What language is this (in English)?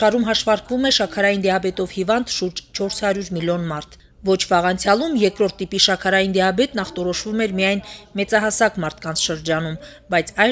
Armenian